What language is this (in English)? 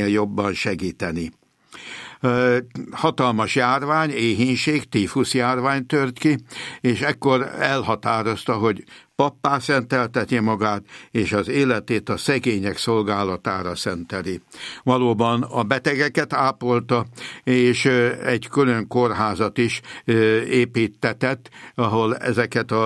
Hungarian